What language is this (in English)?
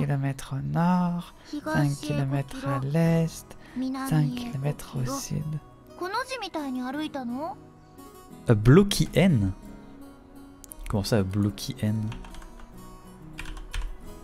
French